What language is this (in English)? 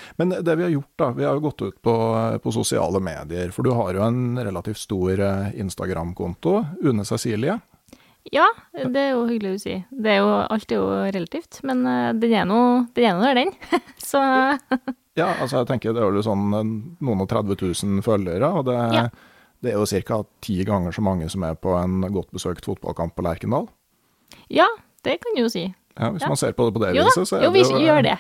Norwegian